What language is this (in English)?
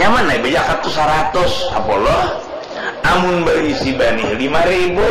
Banjar